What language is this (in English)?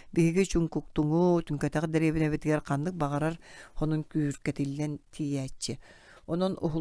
Yakut